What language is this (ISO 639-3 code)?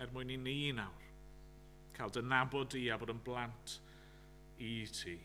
cym